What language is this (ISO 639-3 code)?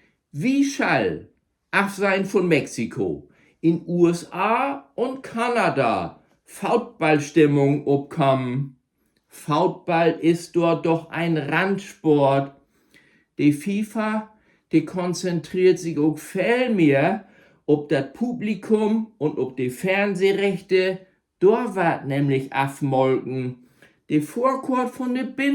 nds